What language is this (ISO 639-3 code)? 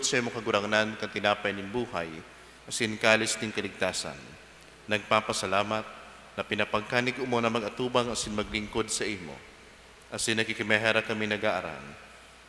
bik